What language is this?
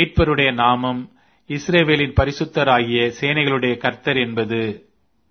Tamil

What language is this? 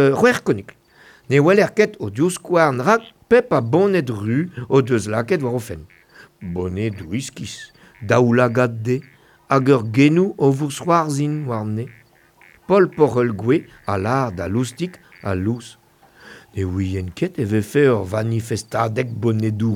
Breton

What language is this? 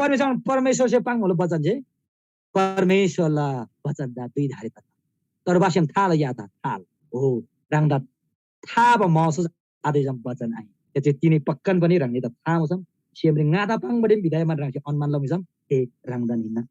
Eastern Tamang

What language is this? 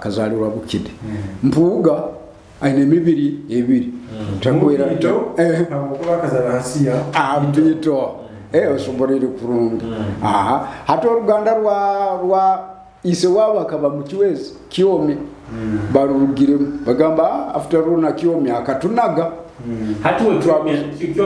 Nyoro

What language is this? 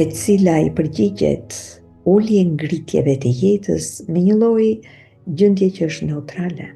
Albanian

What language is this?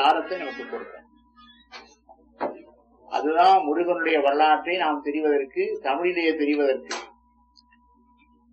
Tamil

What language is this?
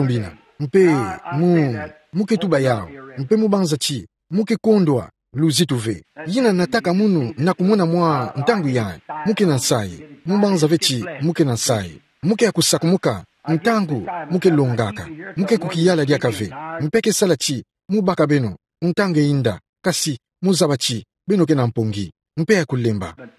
Kituba (Democratic Republic of Congo)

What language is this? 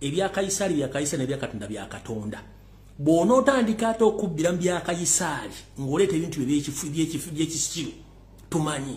Ganda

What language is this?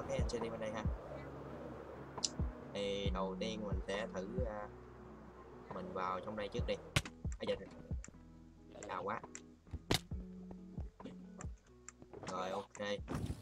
Vietnamese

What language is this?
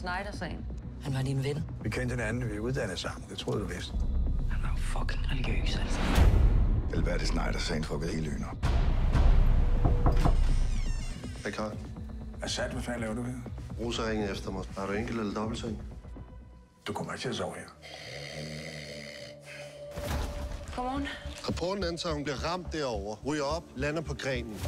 Danish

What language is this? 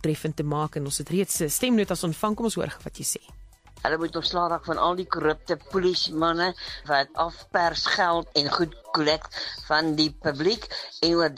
Afrikaans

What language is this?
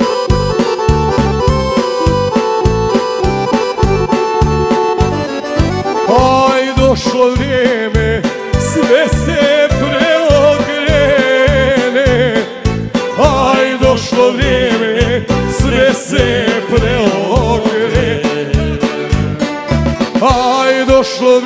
Croatian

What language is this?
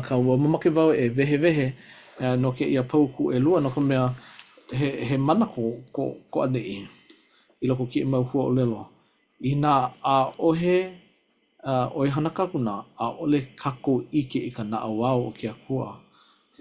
Hawaiian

